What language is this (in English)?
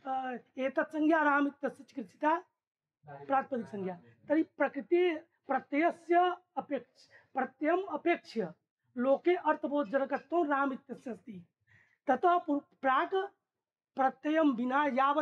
Sanskrit